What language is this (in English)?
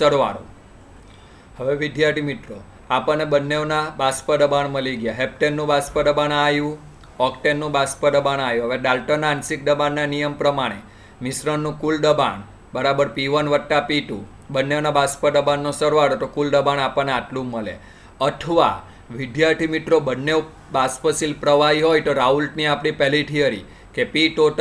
Gujarati